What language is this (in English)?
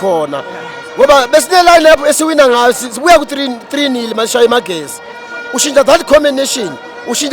Zulu